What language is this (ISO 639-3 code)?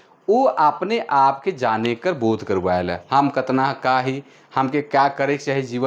sck